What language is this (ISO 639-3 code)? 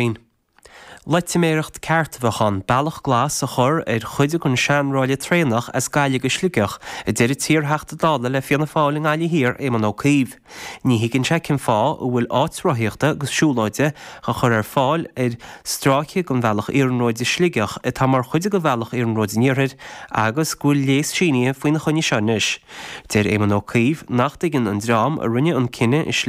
gle